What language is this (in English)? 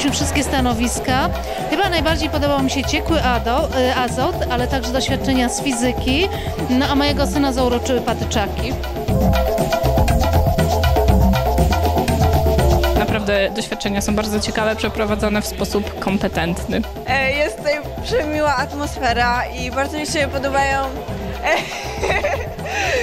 Polish